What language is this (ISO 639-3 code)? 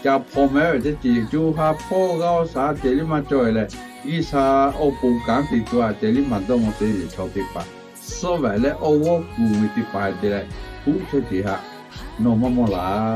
lhu